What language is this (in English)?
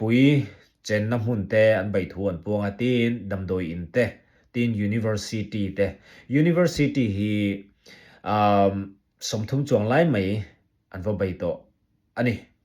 Mizo